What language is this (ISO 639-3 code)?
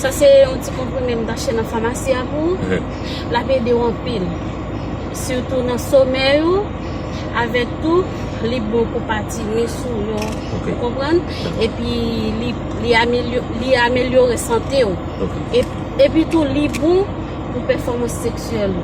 hat